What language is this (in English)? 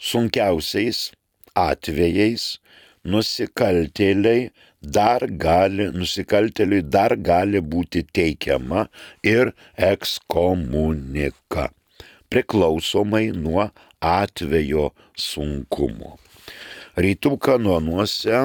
Lithuanian